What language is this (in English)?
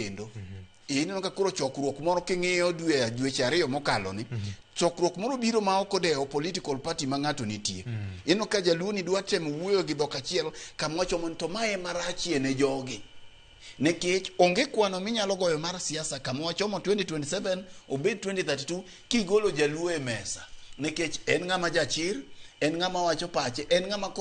Luo (Kenya and Tanzania)